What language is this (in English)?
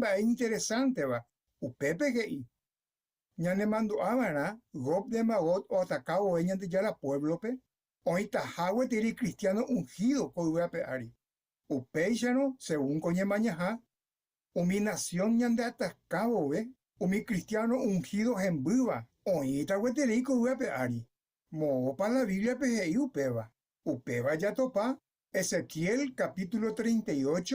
Guarani